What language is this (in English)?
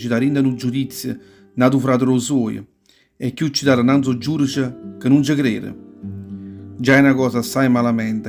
Neapolitan